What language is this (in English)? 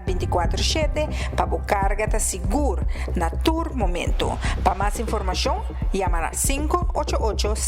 Papiamento